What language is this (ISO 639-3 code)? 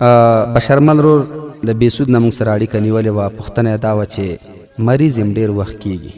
pus